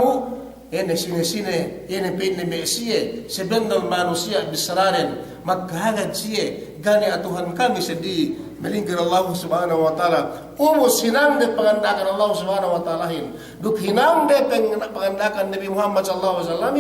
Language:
Yakan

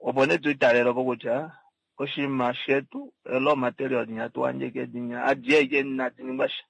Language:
Kuanyama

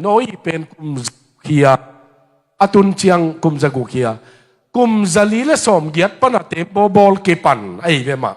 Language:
Tedim Chin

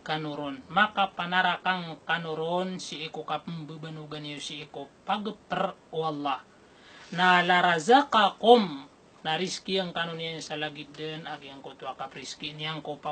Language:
Maranao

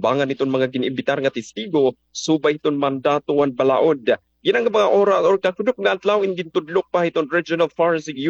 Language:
Waray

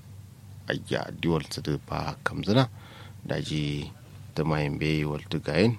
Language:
Kanuri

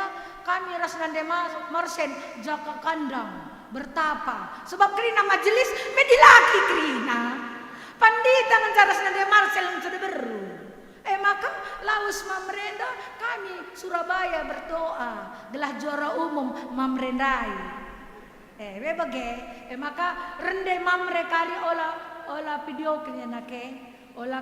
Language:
Batak Karo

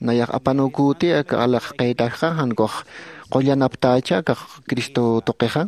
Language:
Aymara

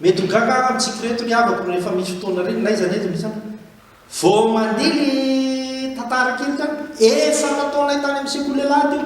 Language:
Malagasy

